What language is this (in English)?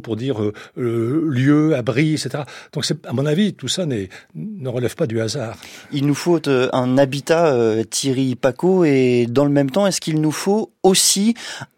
French